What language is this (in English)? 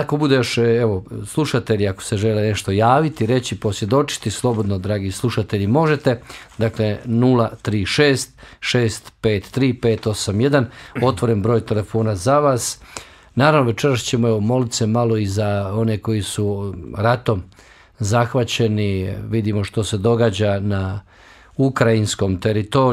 Bosnian